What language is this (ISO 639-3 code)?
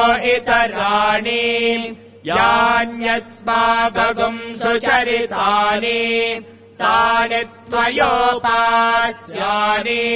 san